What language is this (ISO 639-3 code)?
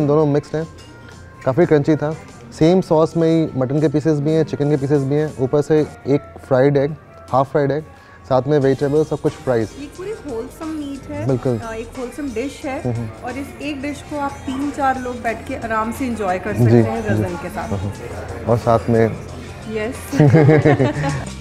hin